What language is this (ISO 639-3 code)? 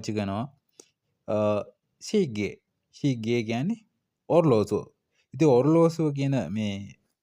sin